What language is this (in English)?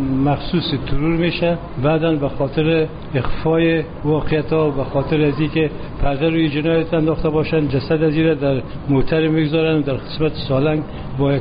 Persian